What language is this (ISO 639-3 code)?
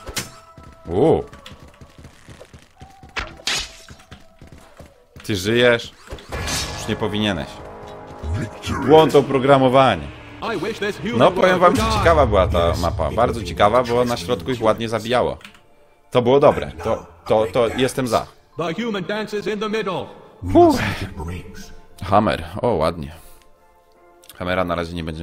pol